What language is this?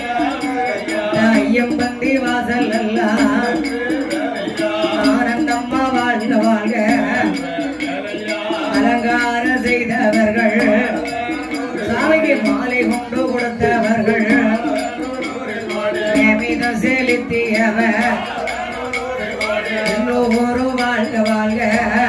Tamil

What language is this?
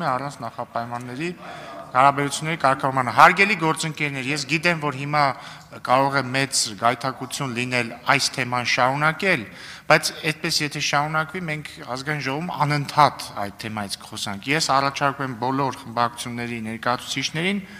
Armenian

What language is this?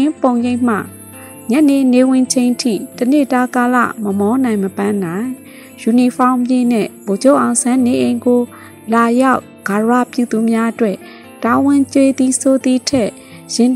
Burmese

